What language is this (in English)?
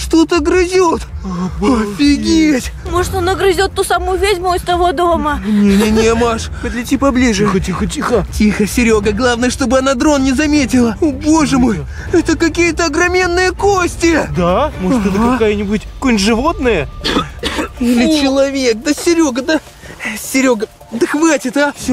Russian